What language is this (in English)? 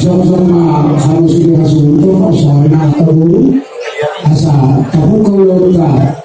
Batak Toba